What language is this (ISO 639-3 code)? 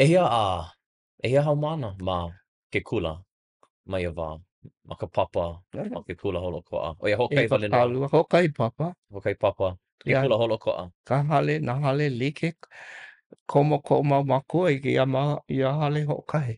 haw